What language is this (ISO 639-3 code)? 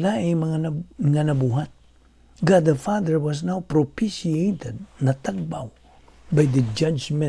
ceb